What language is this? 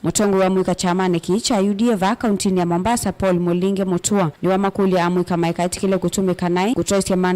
Kamba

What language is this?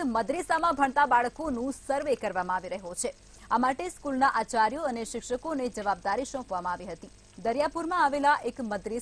Gujarati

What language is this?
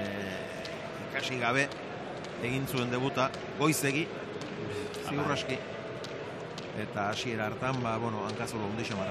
Basque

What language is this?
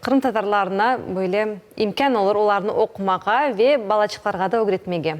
Crimean Tatar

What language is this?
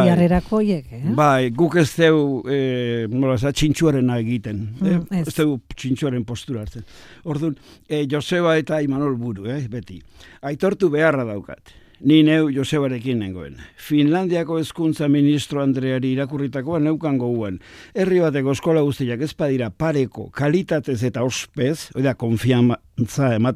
Basque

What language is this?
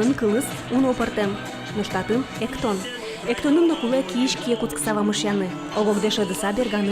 Udmurt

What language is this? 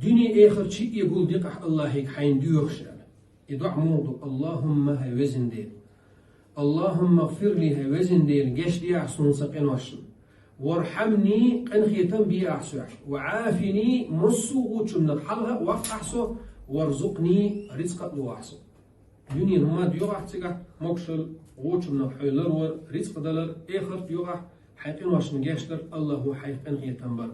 Chechen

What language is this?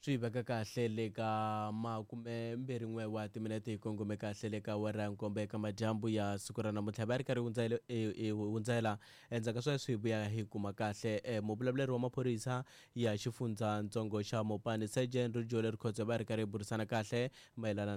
Tsonga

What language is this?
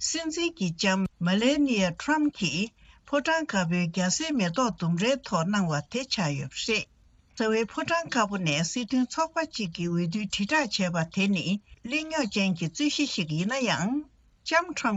Tibetan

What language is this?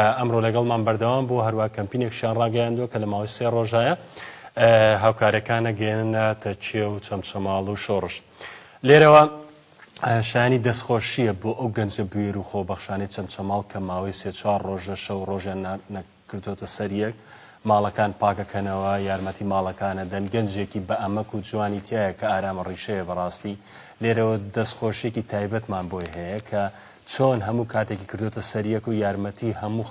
Central Kurdish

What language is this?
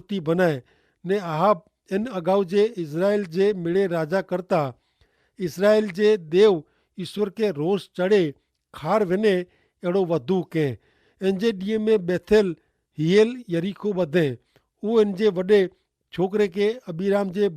Kachhi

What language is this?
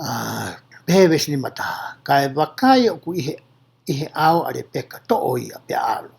Tongan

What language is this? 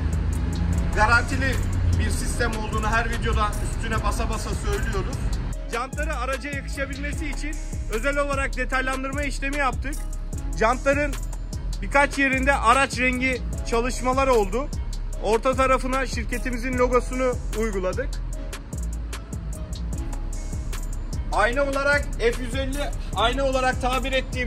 Turkish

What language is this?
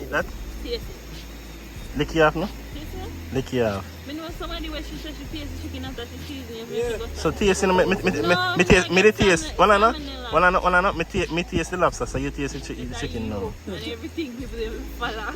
Jamaican Creole English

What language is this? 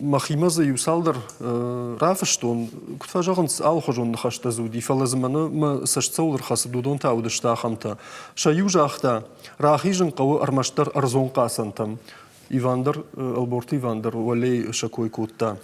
Ossetic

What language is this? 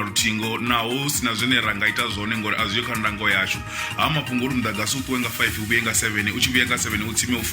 Venda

